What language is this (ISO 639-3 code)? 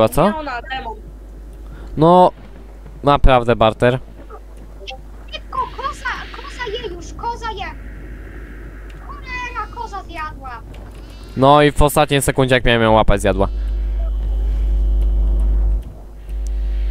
pol